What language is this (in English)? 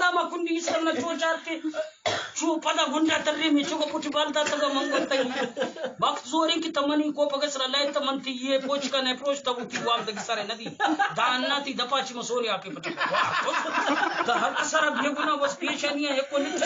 Eastern Balochi